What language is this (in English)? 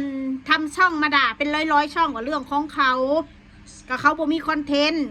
Northeastern Thai